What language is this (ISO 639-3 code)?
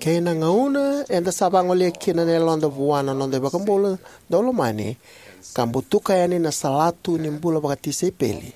fij